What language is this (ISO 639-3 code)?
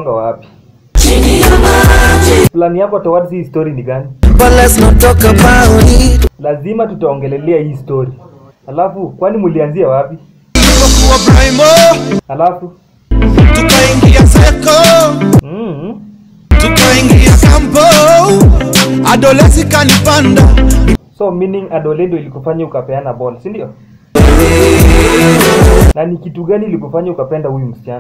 swa